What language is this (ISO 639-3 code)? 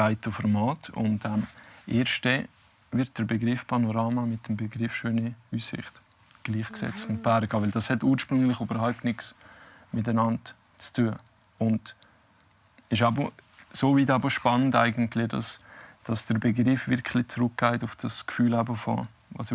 gsw